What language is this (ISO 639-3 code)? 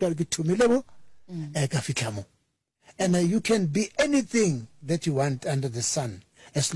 nso